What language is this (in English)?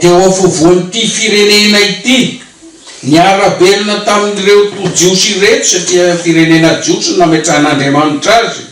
Malagasy